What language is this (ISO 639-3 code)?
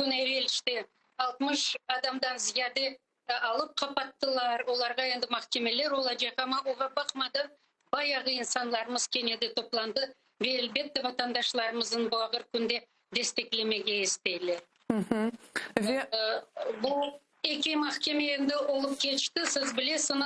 crh